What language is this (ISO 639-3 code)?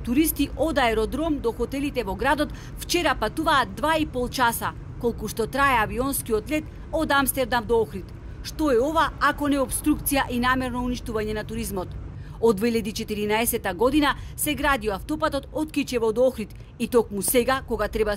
mkd